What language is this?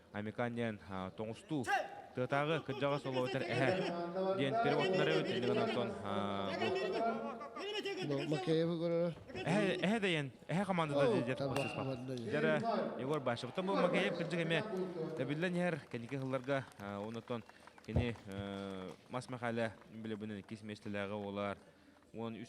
Yakut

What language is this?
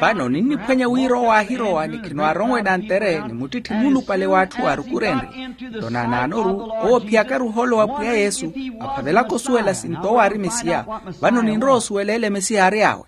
Makhuwa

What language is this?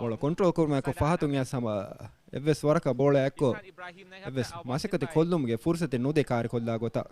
Divehi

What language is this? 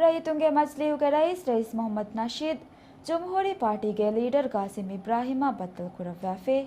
Divehi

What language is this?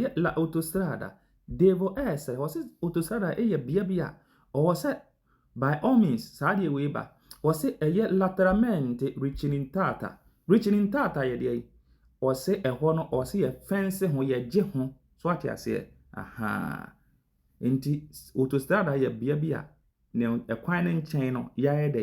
Akan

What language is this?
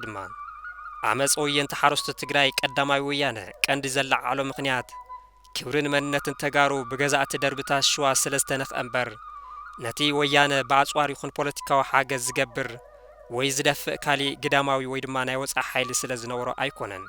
Tigrinya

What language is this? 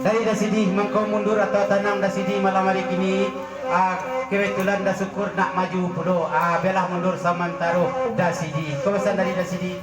Minangkabau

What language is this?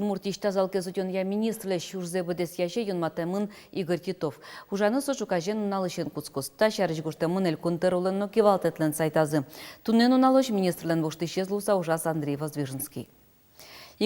Udmurt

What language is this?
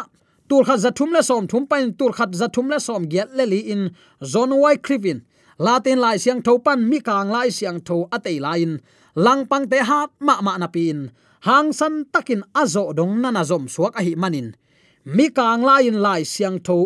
Tedim Chin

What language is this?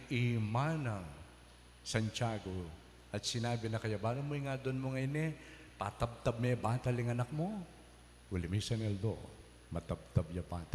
Pampanga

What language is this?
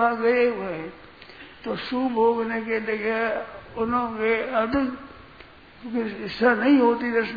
Hindi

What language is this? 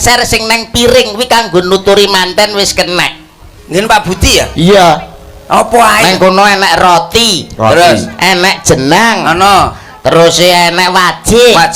Javanese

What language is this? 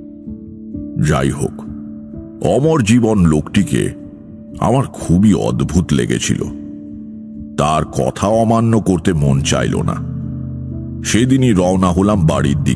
Bangla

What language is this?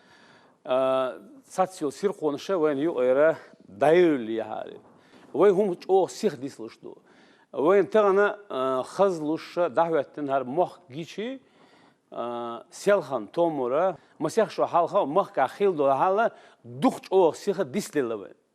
Chechen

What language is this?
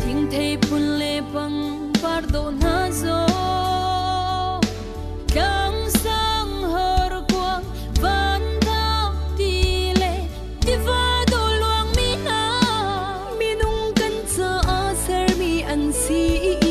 Falam Chin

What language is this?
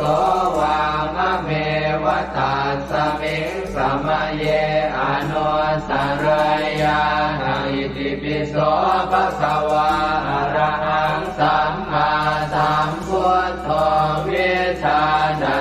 Pali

